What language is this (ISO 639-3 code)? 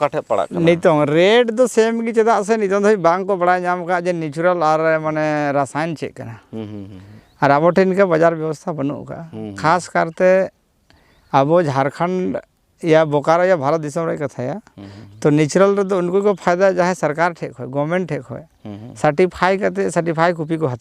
sat